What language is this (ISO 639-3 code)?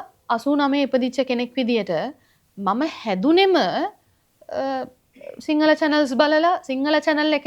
sin